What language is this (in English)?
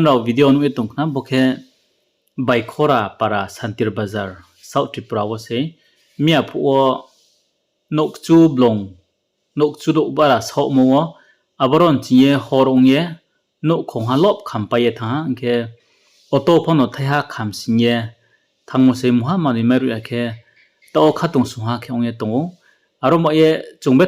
Riang (India)